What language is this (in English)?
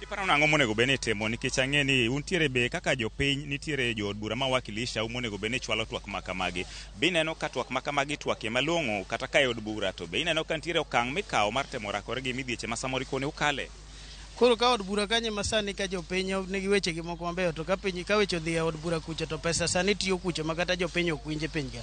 Luo (Kenya and Tanzania)